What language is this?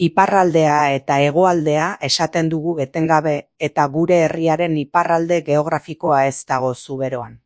Basque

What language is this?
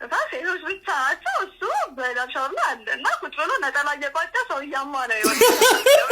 Amharic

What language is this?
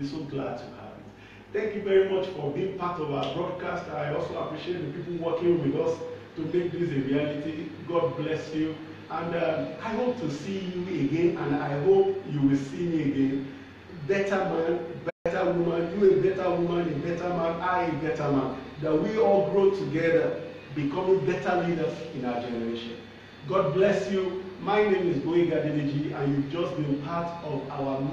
English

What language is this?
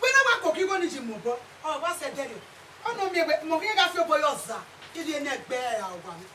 Bini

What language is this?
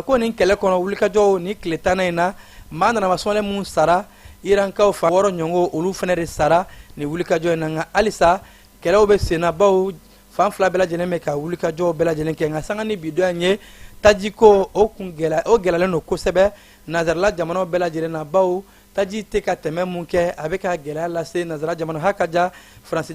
Bambara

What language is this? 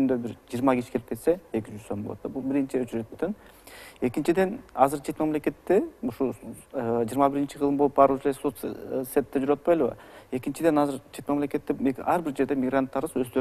Kyrgyz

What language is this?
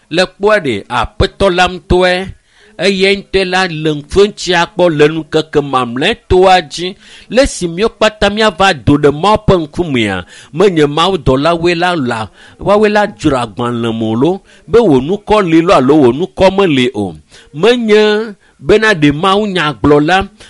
Ewe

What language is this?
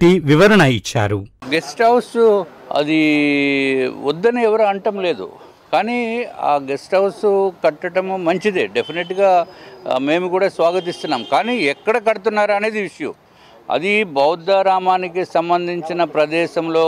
Telugu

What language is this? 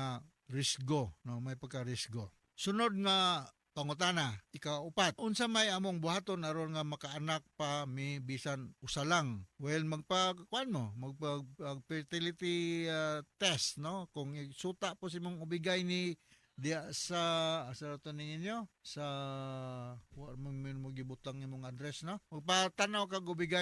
Cebuano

